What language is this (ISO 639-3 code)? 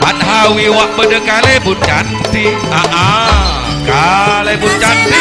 mad